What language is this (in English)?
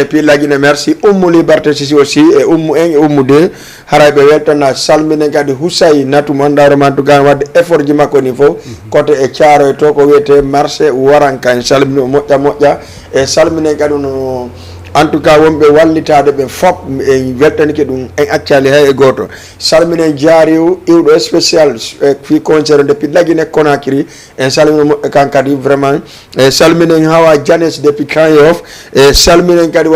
Fula